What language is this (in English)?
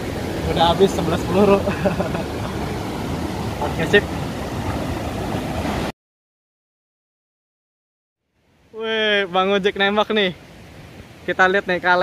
Indonesian